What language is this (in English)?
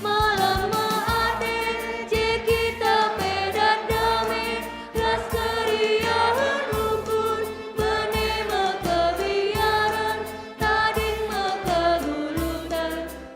Batak Karo